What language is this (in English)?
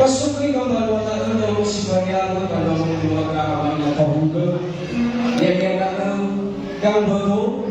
Nias